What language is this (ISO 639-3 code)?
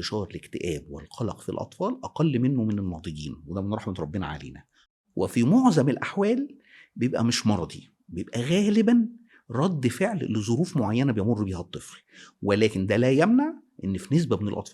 arz